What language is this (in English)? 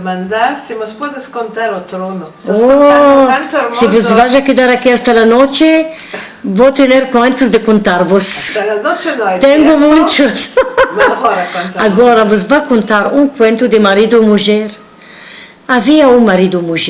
Ladino